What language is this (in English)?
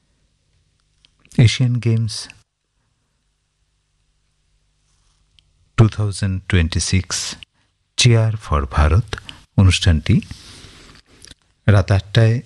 Bangla